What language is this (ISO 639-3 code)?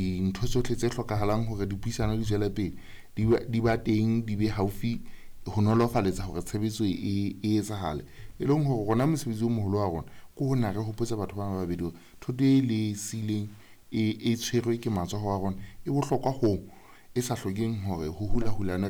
sot